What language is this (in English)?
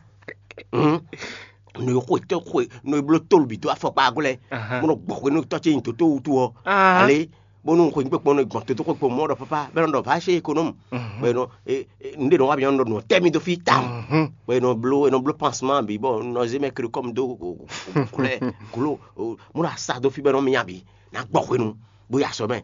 Fon